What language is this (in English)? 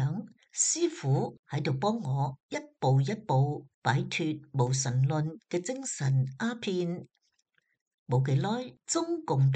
Cantonese